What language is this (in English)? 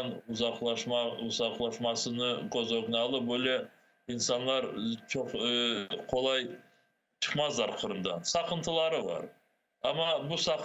Crimean Tatar